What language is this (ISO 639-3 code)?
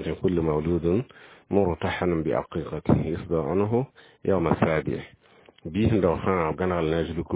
mos